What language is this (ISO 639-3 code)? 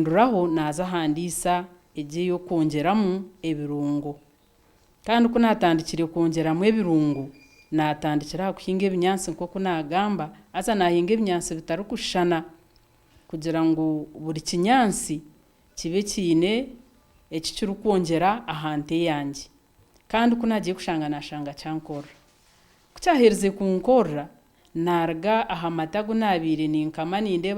nyn